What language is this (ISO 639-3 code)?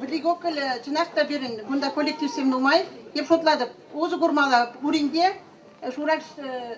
chv